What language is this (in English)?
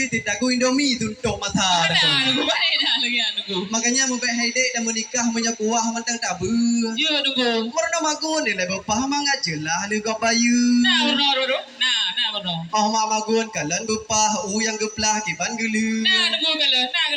Achinese